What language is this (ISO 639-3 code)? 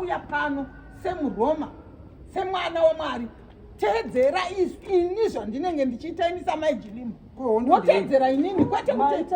sna